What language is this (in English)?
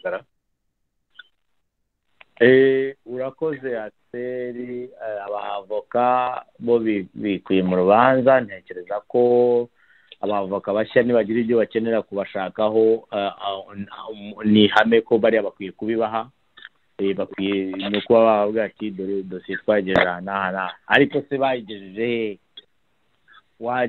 Kinyarwanda